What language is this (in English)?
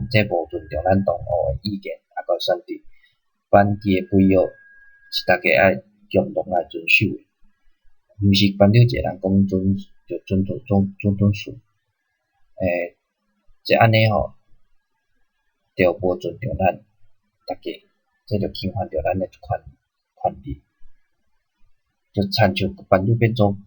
Min Nan Chinese